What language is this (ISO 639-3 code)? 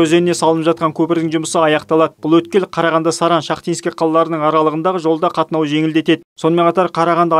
kaz